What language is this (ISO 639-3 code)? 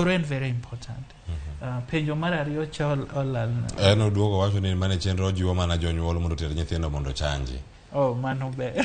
luo